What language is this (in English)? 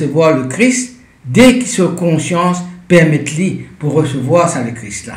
Morisyen